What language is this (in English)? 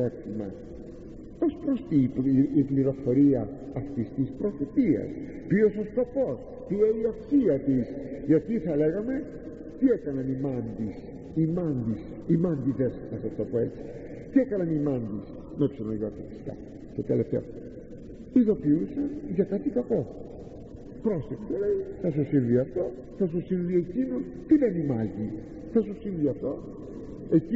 Greek